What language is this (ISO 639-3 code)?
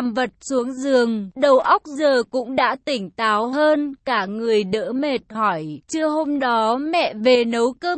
vie